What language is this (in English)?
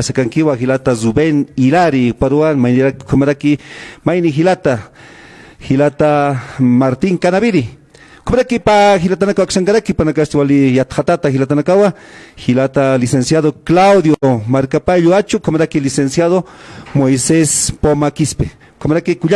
Aymara